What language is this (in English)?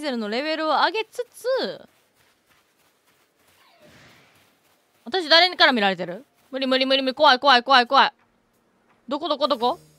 Japanese